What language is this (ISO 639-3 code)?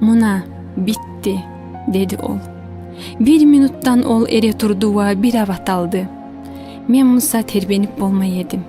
kum